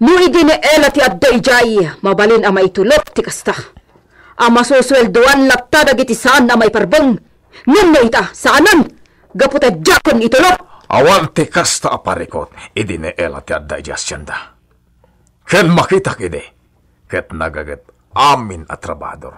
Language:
Iloko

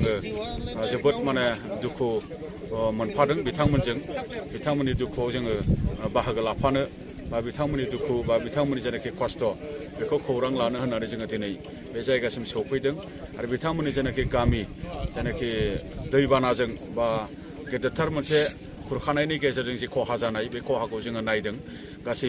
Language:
Bodo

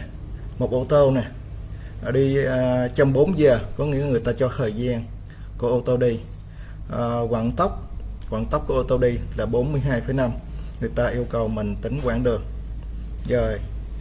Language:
Vietnamese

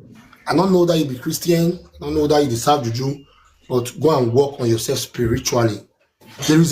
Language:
Nigerian Pidgin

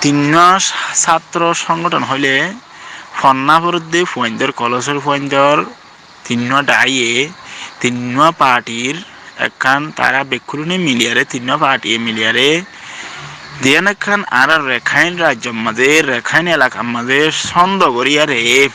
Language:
Rohingya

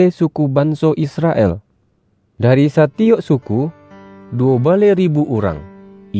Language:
Minangkabau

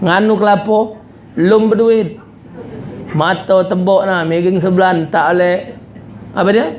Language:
Musi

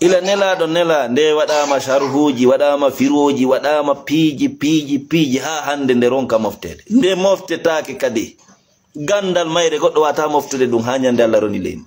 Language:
Fula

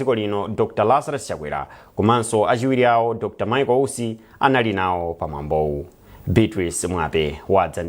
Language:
Nyanja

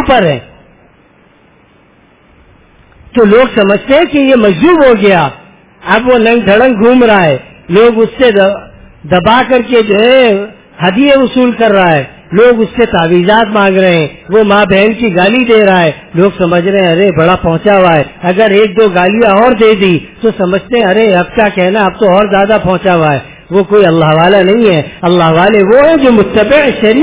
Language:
Urdu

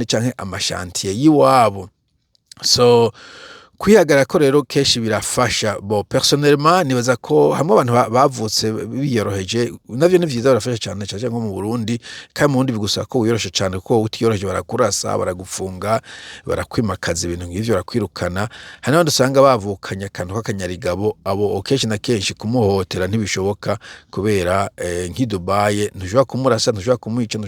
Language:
Rundi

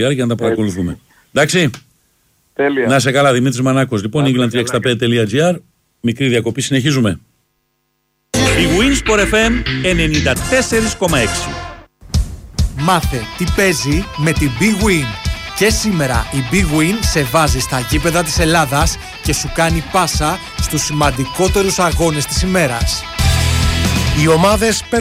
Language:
Greek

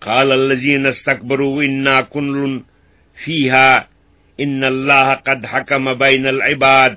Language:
Kashmiri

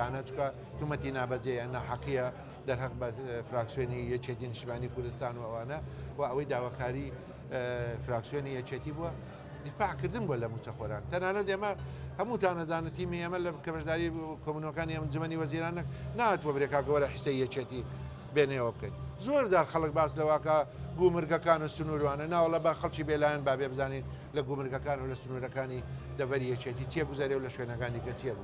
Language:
Central Kurdish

